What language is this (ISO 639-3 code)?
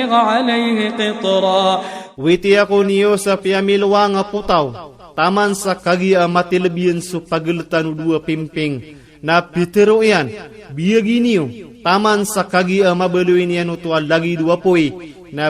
ilp